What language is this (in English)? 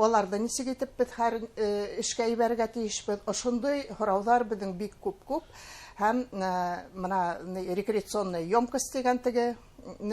Bashkir